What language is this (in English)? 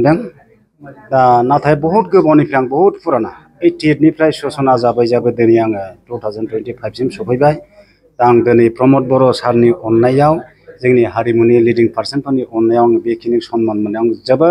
Bodo